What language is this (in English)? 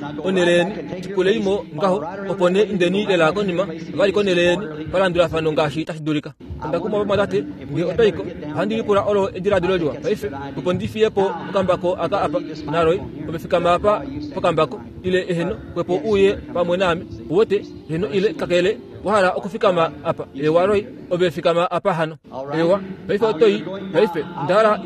Kuanyama